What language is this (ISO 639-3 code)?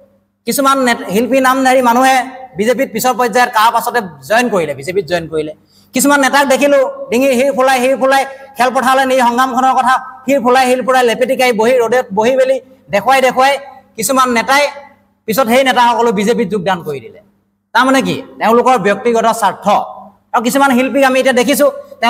asm